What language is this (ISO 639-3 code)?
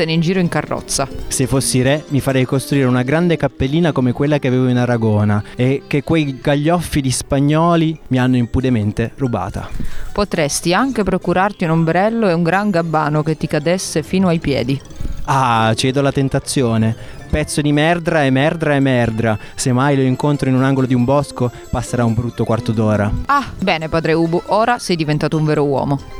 ita